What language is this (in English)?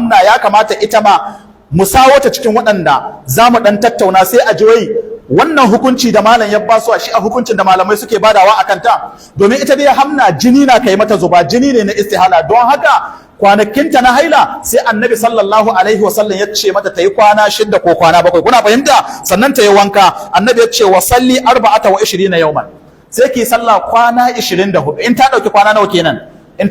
Hausa